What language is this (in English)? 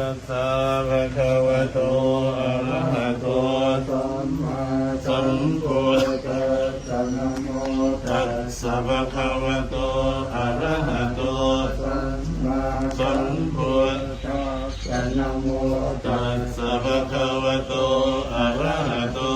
Pali